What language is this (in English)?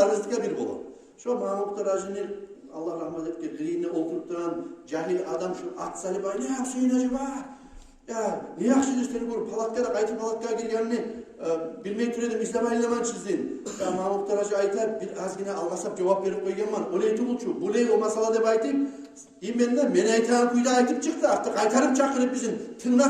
Kumyk